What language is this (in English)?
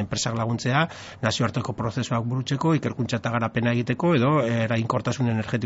Basque